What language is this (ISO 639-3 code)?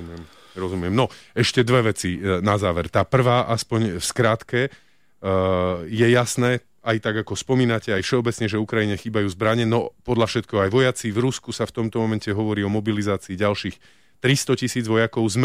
slk